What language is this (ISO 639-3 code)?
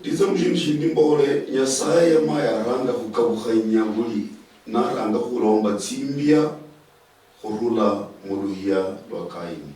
luy